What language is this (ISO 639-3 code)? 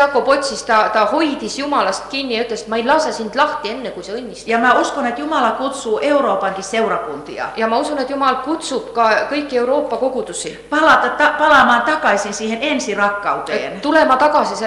est